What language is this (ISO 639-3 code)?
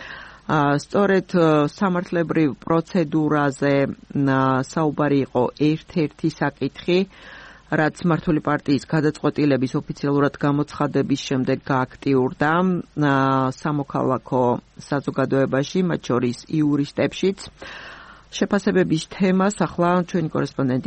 kat